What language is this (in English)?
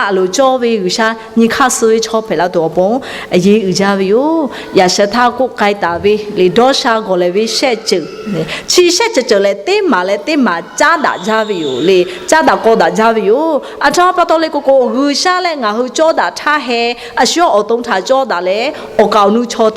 Lahu